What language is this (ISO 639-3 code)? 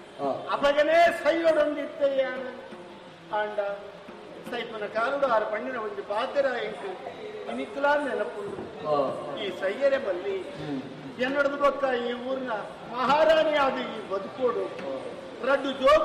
tcy